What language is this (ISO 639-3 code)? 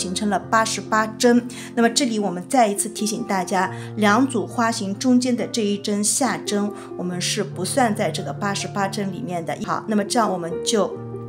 zho